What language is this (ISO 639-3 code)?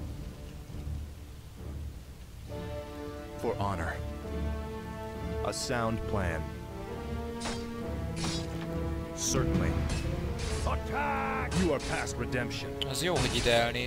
hun